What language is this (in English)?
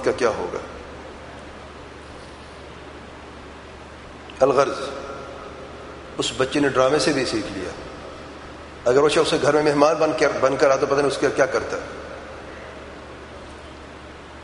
Urdu